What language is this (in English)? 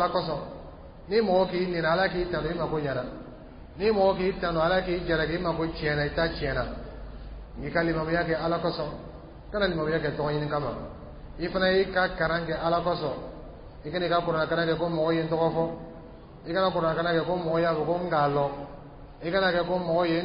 Dyula